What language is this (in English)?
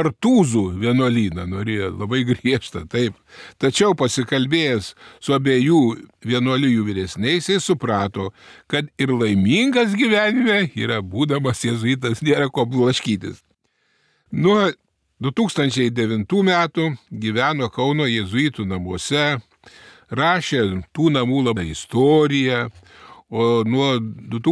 Lithuanian